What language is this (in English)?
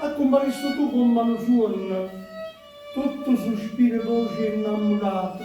Neapolitan